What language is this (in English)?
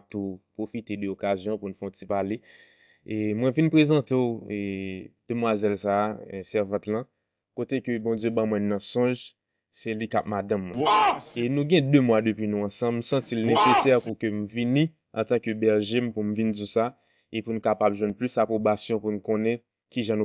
Haitian Creole